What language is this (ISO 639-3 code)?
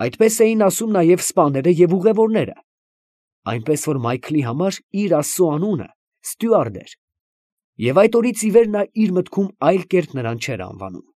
hye